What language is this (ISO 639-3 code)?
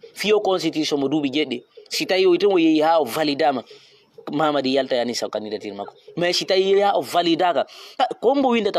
ful